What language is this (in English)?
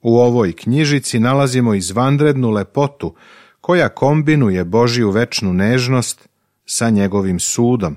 Serbian